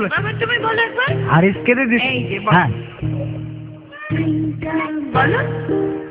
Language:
Bangla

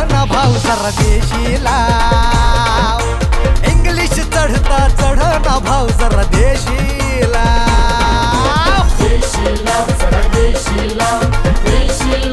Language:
Marathi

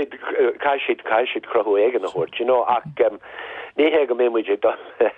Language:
Irish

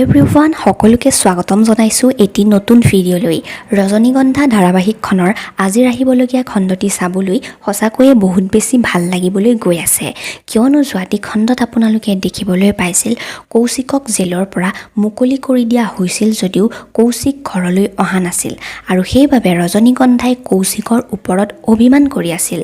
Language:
Assamese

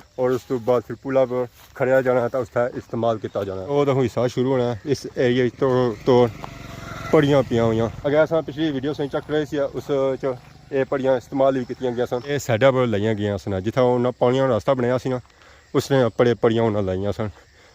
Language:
Pahari-Potwari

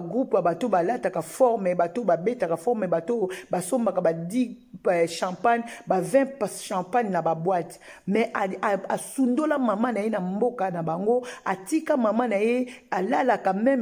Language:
Lingala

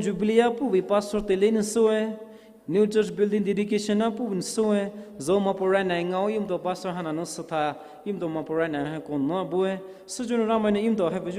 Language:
Poumei Naga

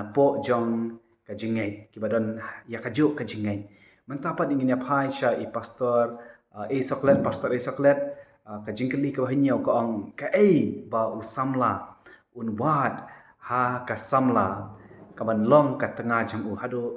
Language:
Khasi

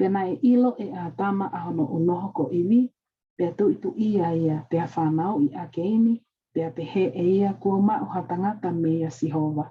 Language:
Tongan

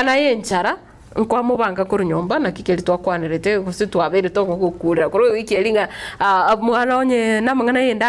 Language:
Gusii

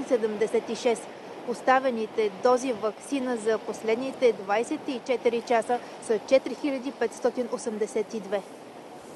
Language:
Bulgarian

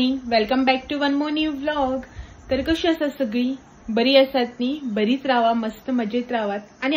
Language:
Konkani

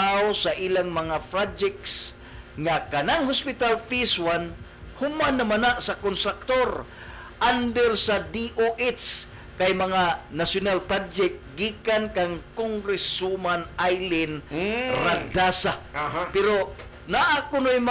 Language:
Cebuano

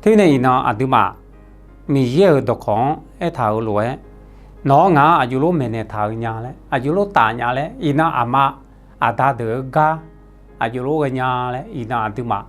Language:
Akha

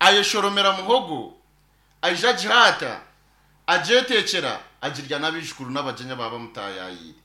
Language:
Nyankole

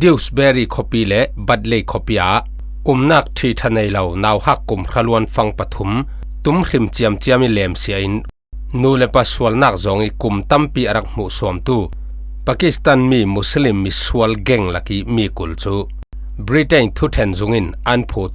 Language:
Falam Chin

